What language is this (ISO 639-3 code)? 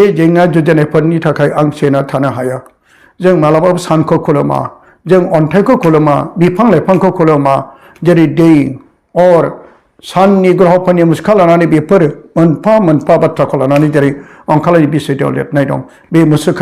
brx